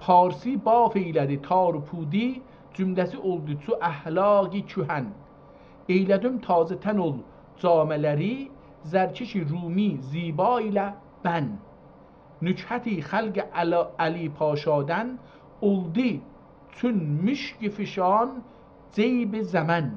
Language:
South Azerbaijani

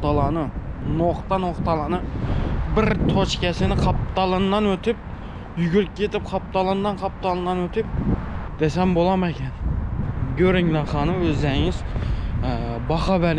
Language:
Turkmen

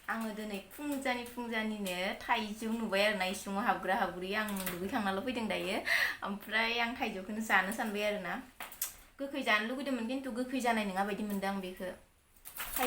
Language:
Bodo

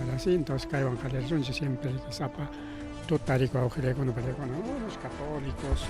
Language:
Ayacucho Quechua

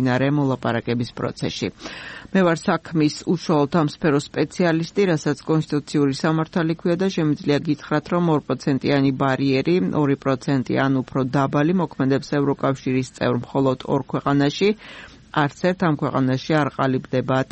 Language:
Georgian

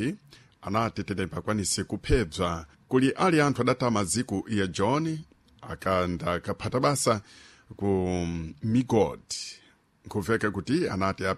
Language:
Sena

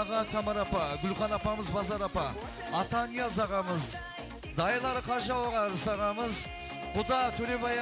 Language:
Kara-Kalpak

